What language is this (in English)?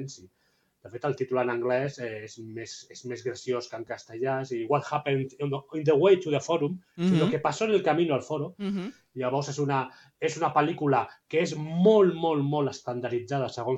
Catalan